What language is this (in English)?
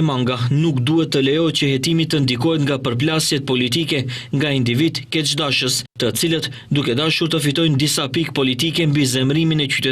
Albanian